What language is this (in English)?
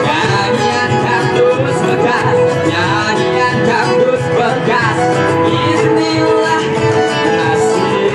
Banjar